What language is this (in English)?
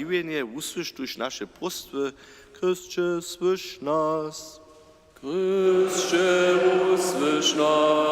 Upper Sorbian